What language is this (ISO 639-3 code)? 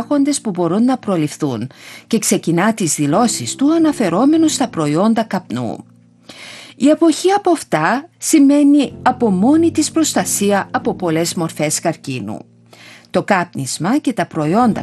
ell